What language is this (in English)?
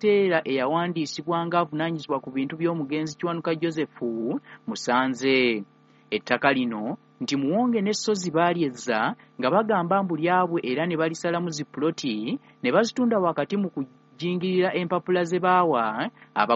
Ganda